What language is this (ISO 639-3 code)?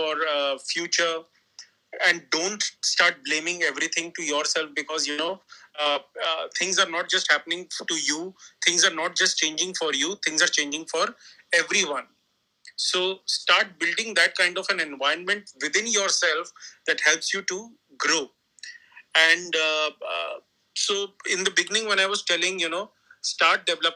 eng